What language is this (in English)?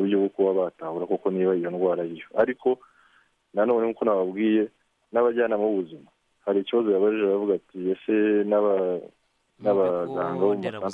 Kinyarwanda